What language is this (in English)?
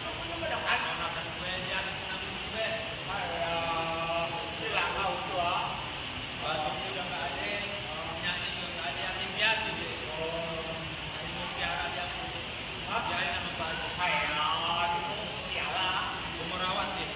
Betawi